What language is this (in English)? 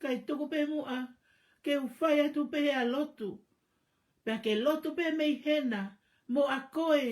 Tongan